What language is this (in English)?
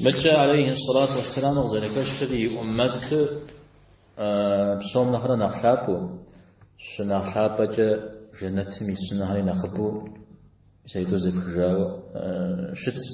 Kabardian